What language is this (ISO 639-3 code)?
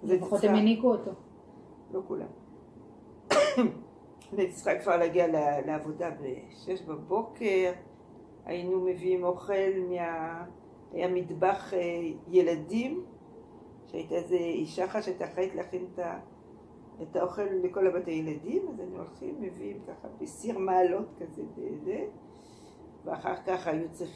heb